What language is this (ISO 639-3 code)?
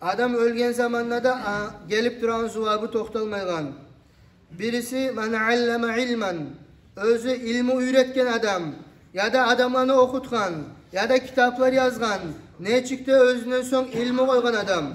kum